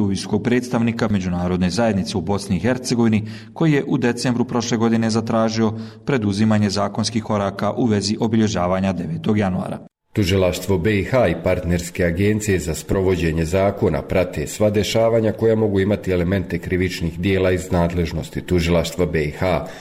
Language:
Bosnian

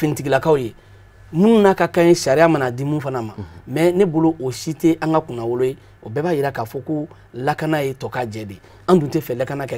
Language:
Bambara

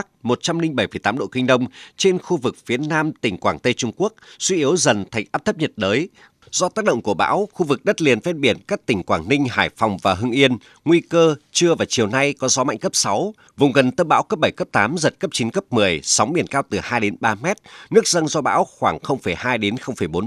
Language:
Vietnamese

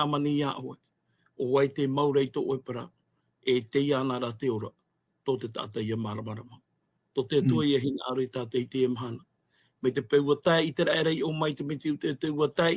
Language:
Tahitian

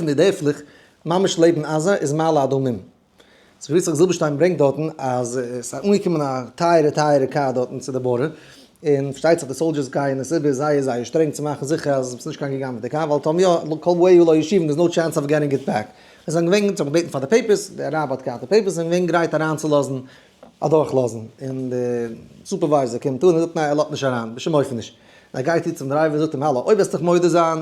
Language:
Yiddish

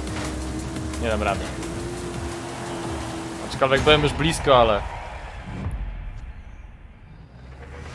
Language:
Polish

